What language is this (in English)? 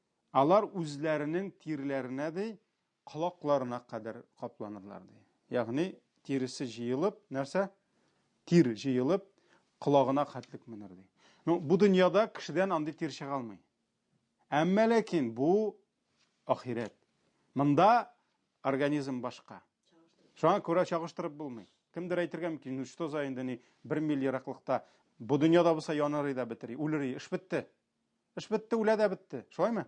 Tatar